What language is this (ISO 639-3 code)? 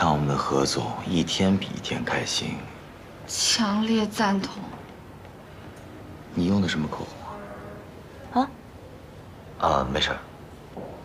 zho